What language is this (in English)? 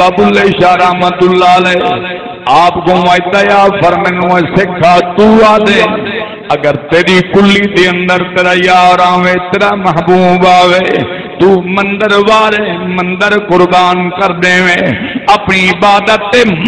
Saraiki